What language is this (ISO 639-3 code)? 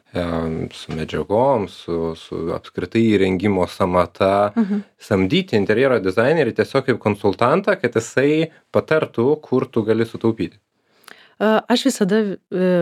lit